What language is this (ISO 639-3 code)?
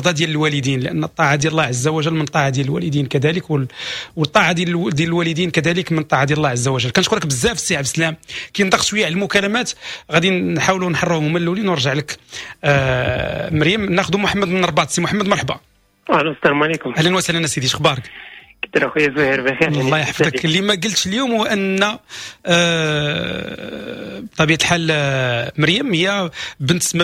ary